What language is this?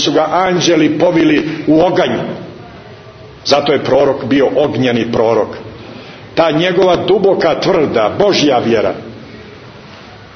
Serbian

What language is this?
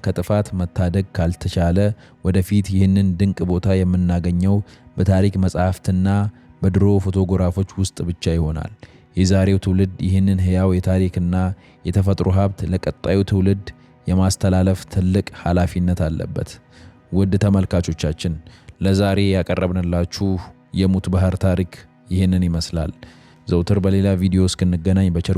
Amharic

